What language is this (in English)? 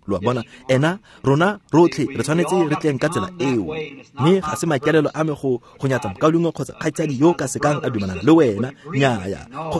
Tswana